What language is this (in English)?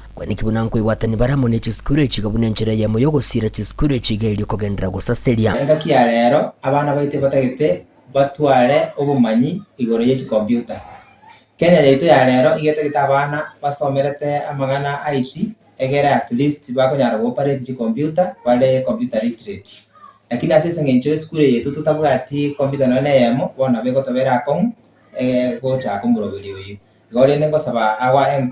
Gusii